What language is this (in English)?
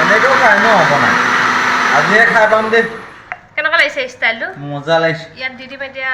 Assamese